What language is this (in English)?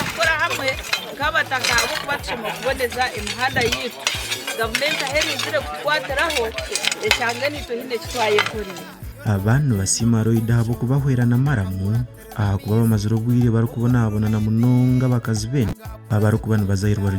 Nyankole